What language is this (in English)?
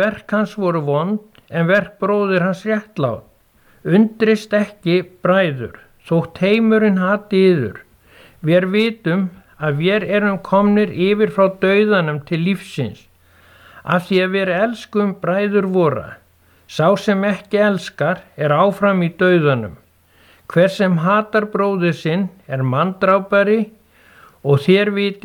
Icelandic